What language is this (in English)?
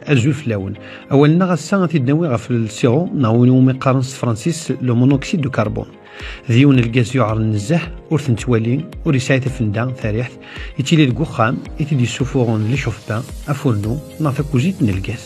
Kabyle